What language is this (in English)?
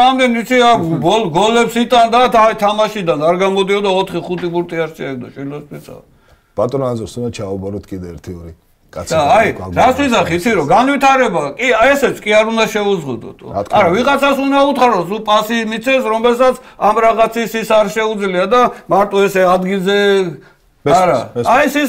Georgian